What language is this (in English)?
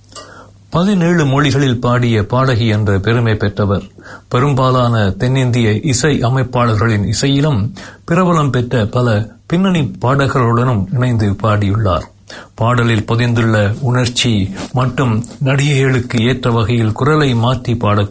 Tamil